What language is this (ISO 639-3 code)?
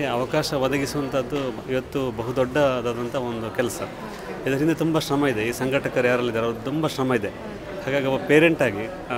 kan